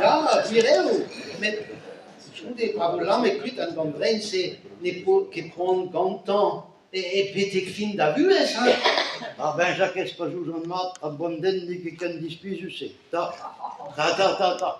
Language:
Breton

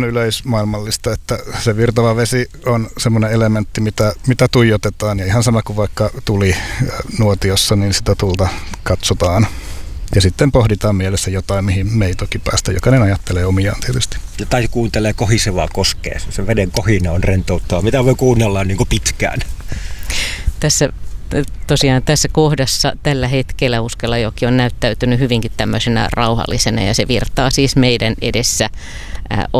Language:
Finnish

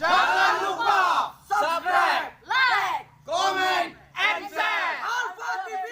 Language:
Minangkabau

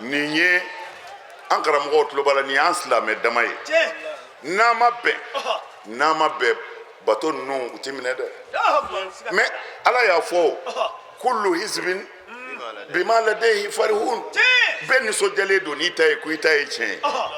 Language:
Bambara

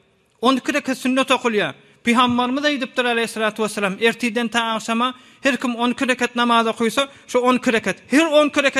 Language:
Turkmen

